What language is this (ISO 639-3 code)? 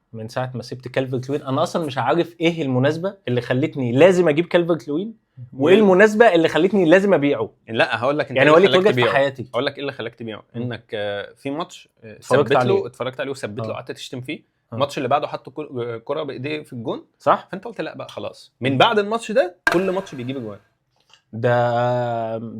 arz